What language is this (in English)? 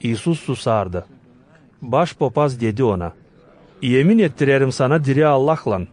Gagauz